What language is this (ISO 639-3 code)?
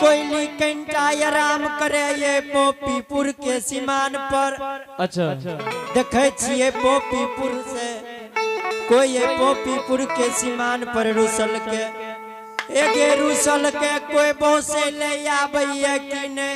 anp